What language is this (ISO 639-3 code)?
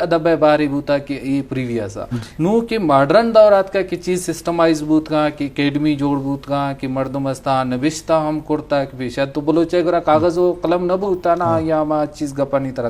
bgp